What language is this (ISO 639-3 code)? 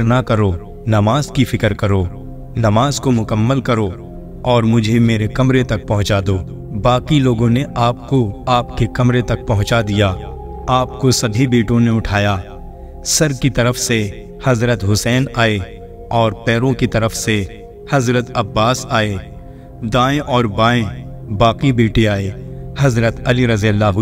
urd